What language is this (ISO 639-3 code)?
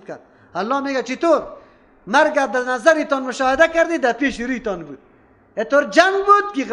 fas